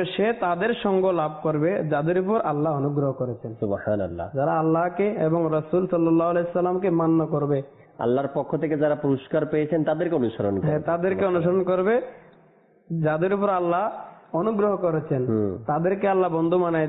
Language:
Bangla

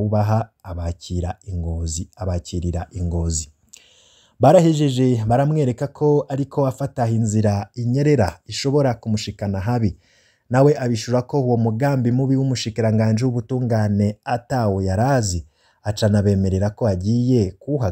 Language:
Rundi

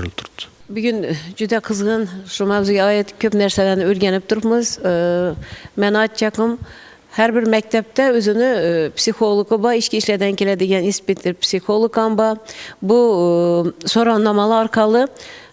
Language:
Uzbek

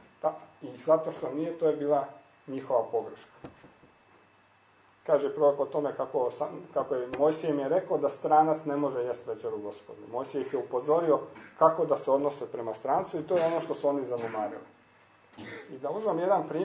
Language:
Croatian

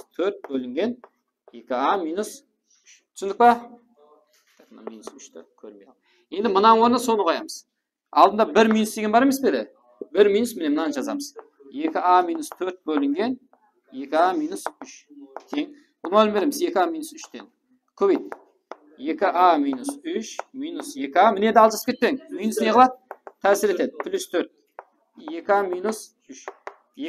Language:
Kara-Kalpak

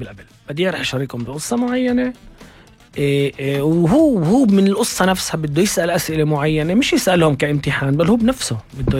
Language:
North Levantine Arabic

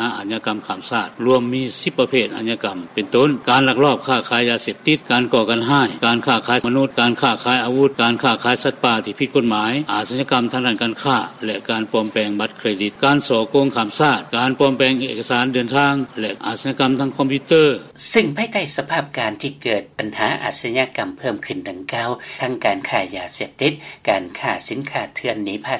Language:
Lao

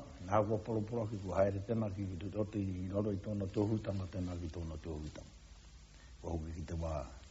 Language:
Māori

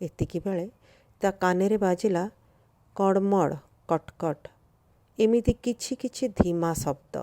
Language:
Odia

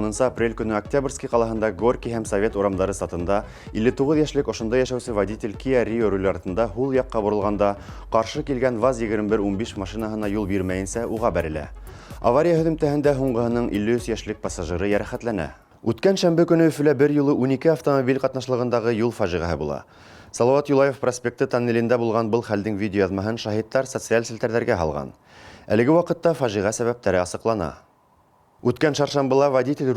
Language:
Bashkir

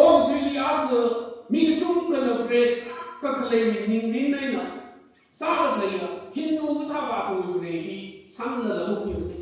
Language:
Tangkhul Naga (India)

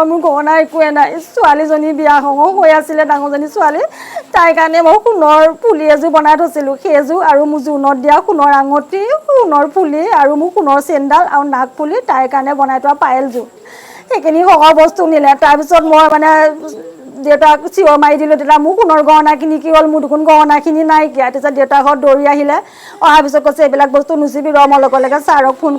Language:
Assamese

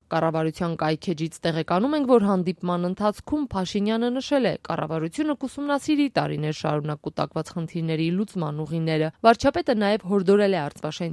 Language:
Armenian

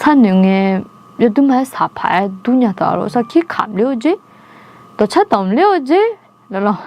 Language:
Akha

